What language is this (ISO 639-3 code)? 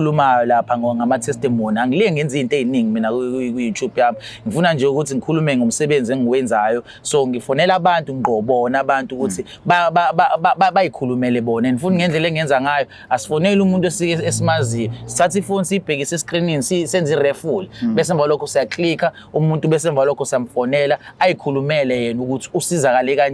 zul